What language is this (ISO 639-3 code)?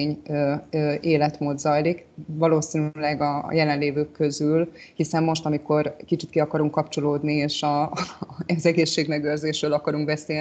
hun